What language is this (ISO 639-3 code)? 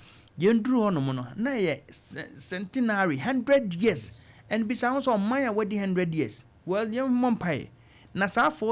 aka